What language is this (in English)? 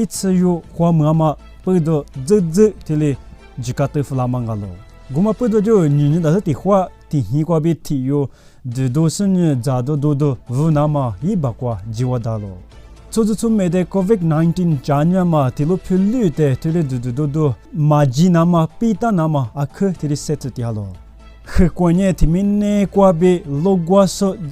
Lisu